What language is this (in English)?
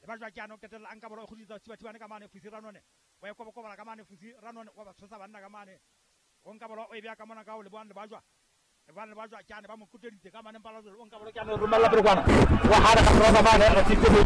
Southern Sotho